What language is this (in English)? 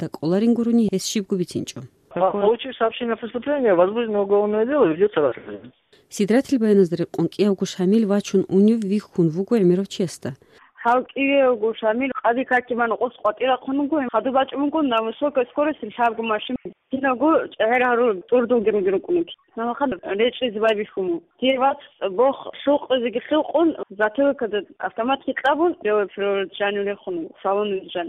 Avaric